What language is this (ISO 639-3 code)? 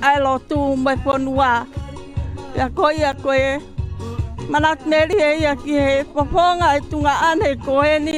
ton